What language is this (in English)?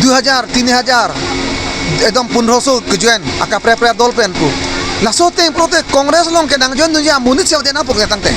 Karbi